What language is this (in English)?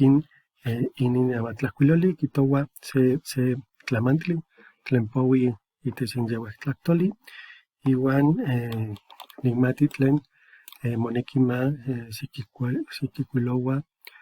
Eastern Huasteca Nahuatl